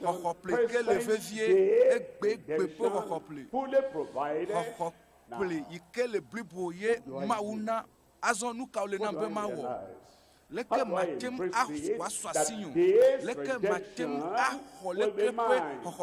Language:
Ewe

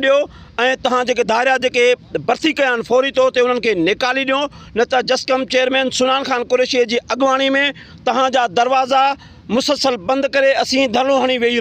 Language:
Sindhi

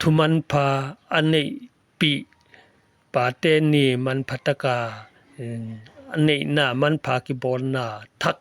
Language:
Paite Chin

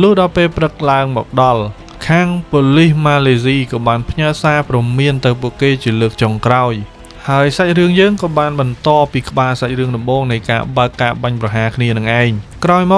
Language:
Khmer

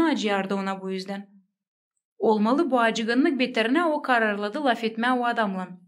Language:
Gagauz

